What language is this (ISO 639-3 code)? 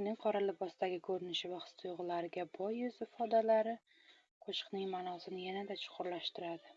uzb